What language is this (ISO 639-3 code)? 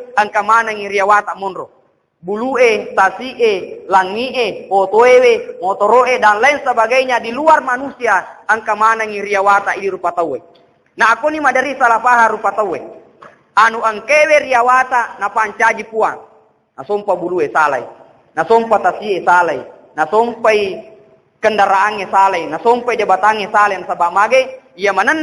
bug